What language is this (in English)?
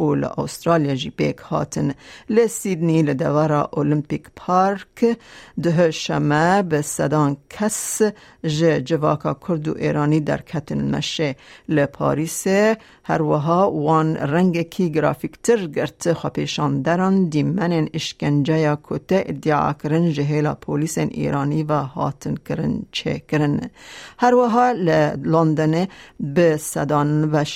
Kurdish